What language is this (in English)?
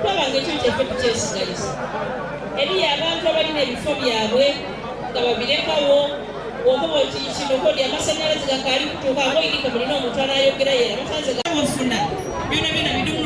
Ganda